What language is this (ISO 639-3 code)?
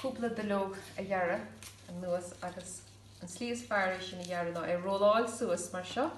gle